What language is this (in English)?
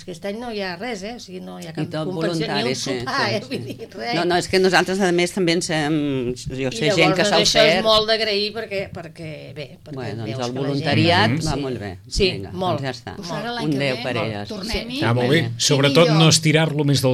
Catalan